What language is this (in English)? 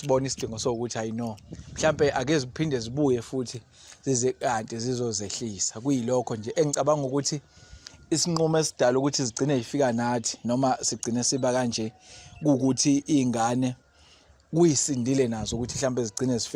Zulu